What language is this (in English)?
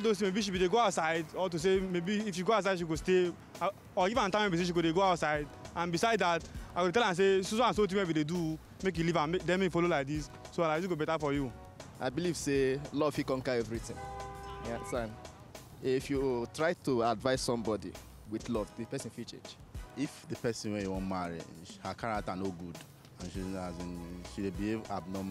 Nigerian Pidgin